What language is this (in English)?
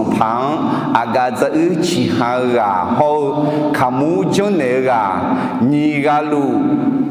Akha